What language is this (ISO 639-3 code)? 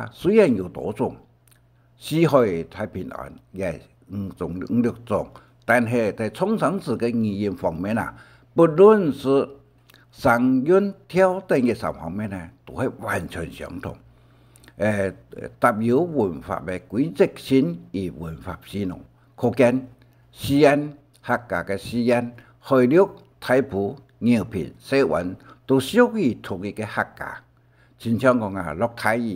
hak